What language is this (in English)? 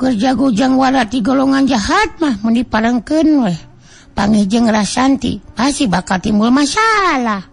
Sundanese